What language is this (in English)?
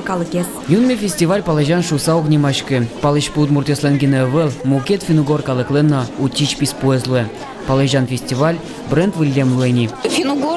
Udmurt